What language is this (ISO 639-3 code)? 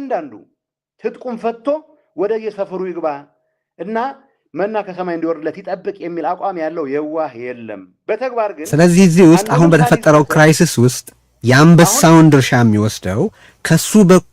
amh